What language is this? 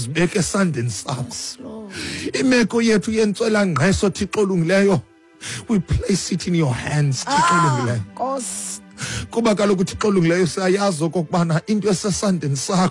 Xhosa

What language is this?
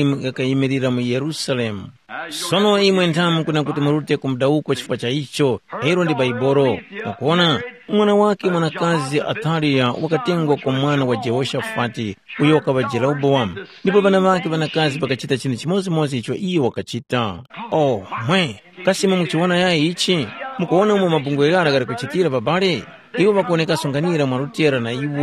Tumbuka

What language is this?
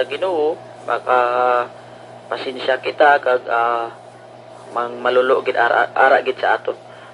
Hiligaynon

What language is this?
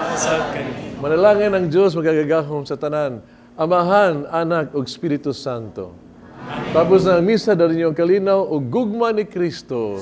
Cebuano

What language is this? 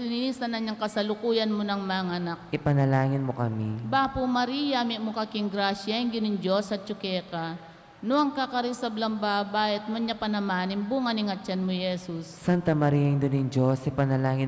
Pampanga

